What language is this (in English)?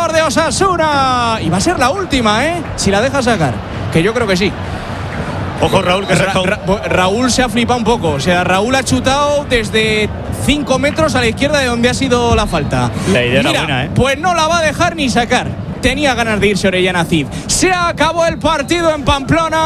Spanish